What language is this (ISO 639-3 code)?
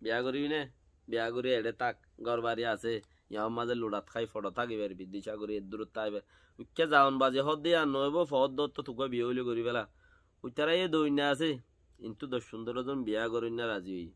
rhg